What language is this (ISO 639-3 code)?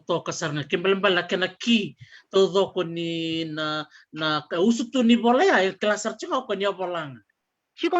fij